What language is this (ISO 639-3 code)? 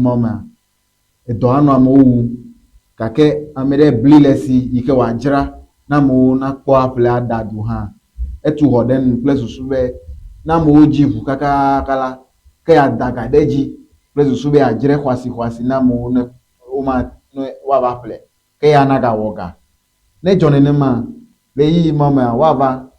ewe